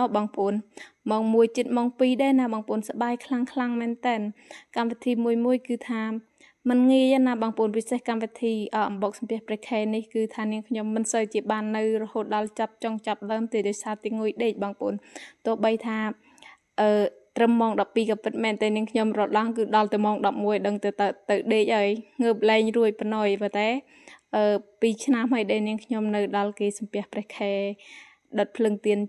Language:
Khmer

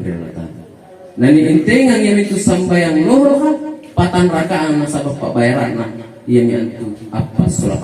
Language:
Makasar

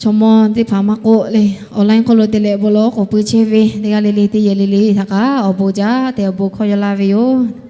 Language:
Lahu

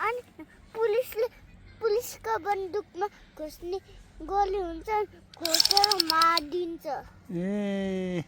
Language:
Nepali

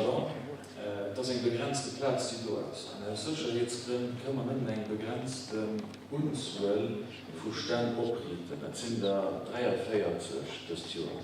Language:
Luxembourgish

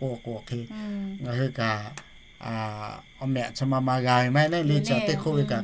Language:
Lahu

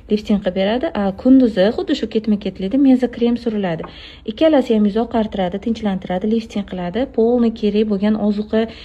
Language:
Uzbek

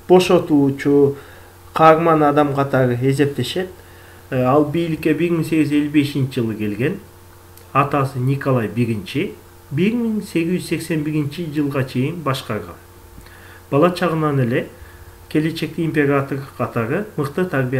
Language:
Kyrgyz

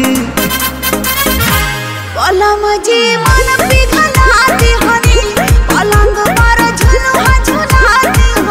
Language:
Bhojpuri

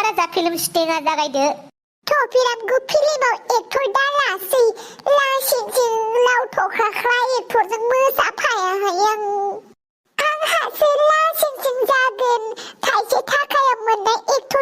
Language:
Bodo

